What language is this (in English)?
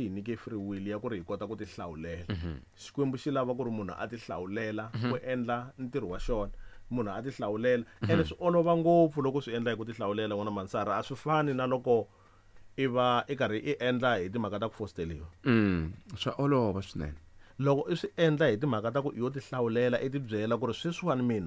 Tsonga